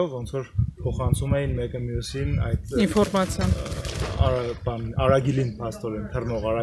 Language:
Armenian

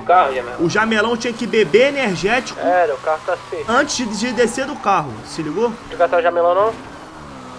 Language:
Portuguese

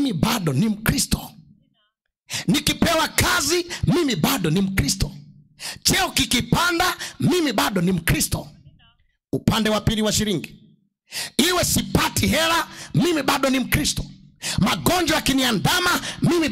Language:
Swahili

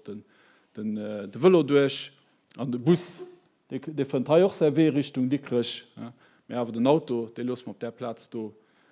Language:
Luxembourgish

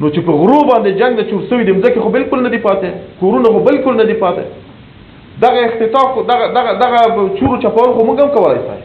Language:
Pashto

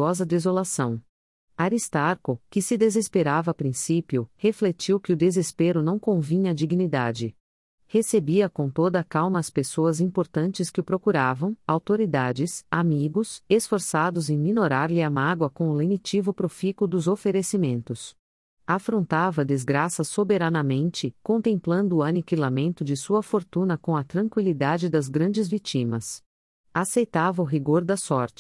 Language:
Portuguese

